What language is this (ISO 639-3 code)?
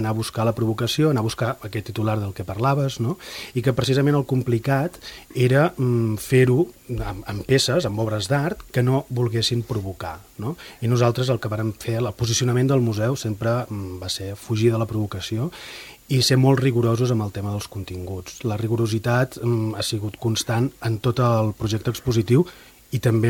cat